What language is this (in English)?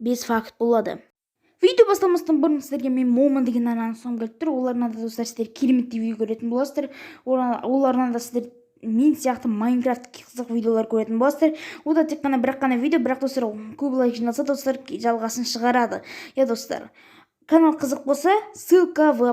Kazakh